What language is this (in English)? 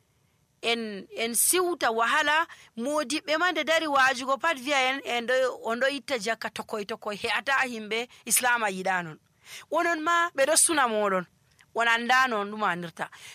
Nigerian Fulfulde